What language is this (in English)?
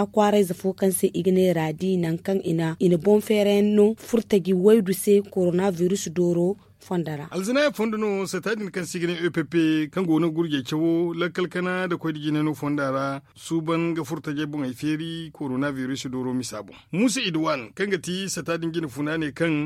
Zarma